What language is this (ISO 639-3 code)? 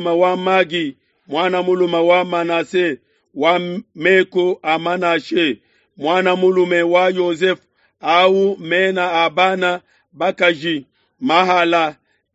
lua